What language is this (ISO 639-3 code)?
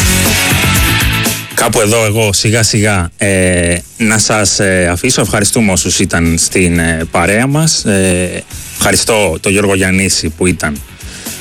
ell